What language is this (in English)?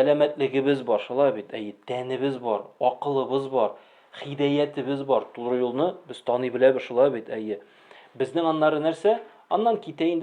Tatar